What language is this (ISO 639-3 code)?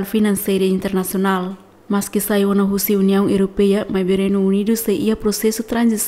tet